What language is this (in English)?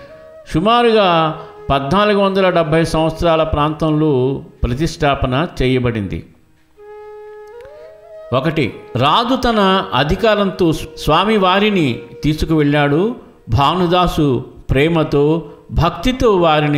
Telugu